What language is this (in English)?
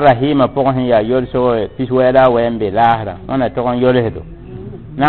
Mossi